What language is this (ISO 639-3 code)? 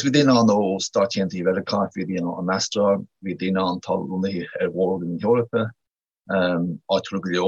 gle